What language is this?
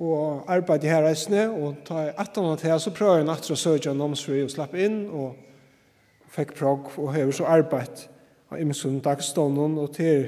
Faroese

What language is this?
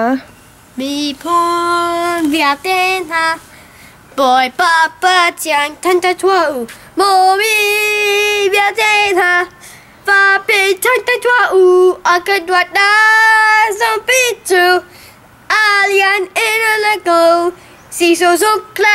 Hakha Chin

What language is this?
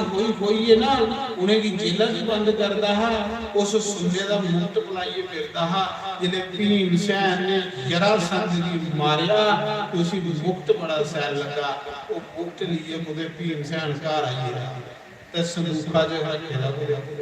Dogri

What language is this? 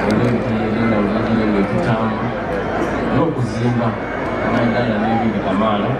Soga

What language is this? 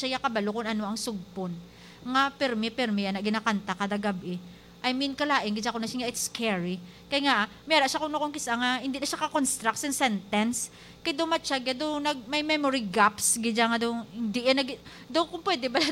Hiligaynon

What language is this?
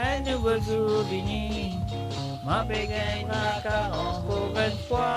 Morisyen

